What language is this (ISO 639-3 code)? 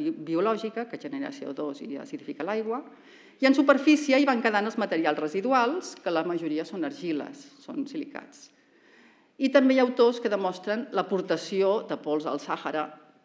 cat